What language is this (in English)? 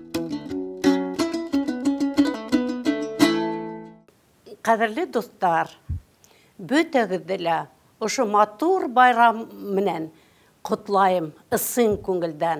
Bashkir